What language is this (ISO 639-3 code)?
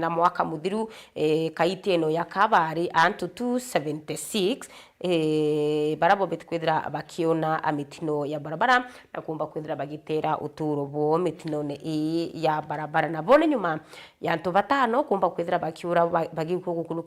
mer